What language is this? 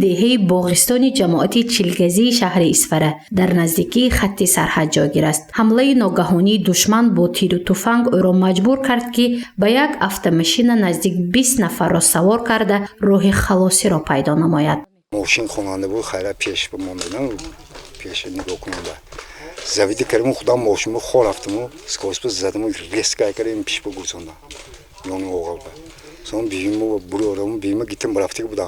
Tajik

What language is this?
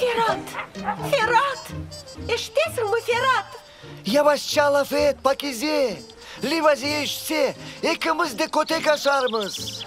Crimean Tatar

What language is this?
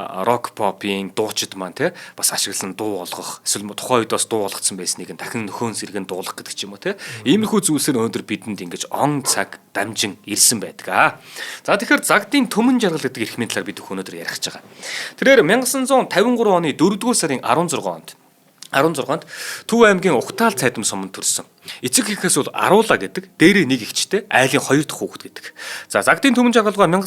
Mongolian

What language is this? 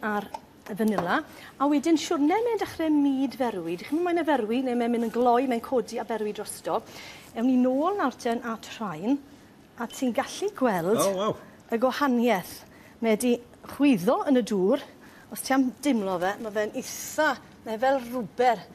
Welsh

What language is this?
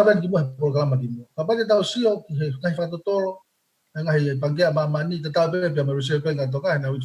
Tongan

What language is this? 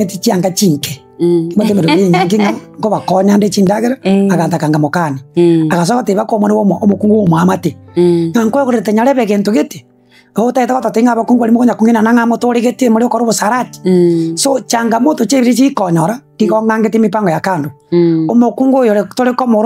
Gusii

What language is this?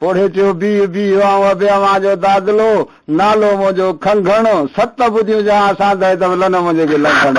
Sindhi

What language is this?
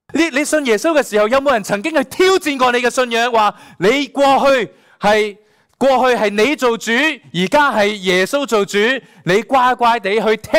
Cantonese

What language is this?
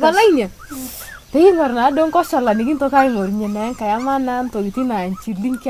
Masai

